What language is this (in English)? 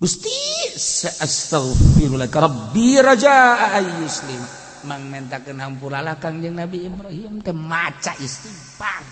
Sundanese